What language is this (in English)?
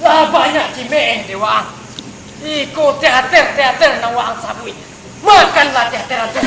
Minangkabau